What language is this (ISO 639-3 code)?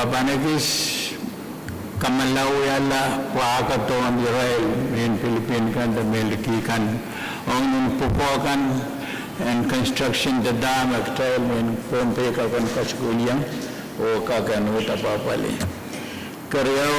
pon